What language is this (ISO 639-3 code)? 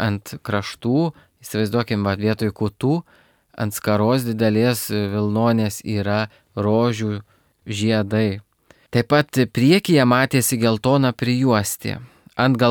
lit